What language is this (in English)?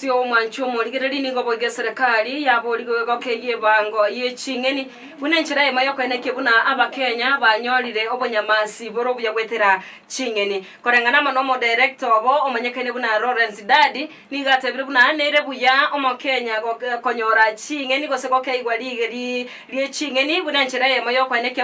Gusii